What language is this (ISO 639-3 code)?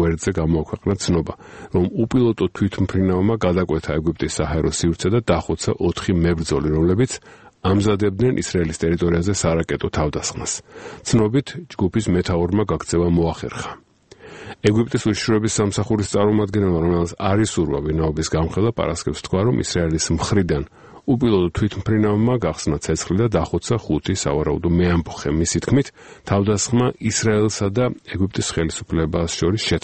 kat